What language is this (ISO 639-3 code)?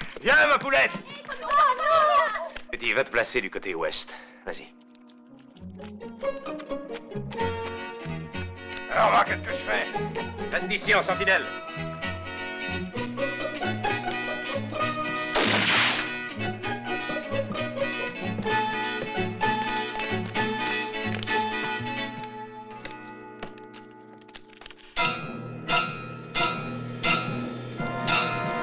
fra